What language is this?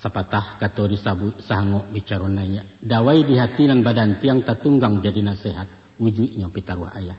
Minangkabau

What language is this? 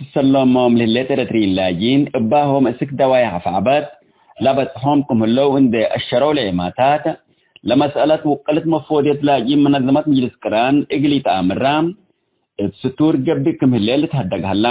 Tigre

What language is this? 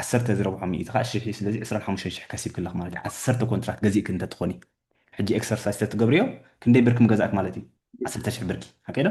Tigrinya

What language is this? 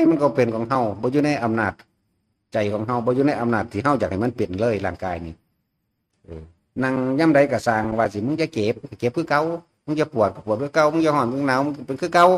Northeastern Thai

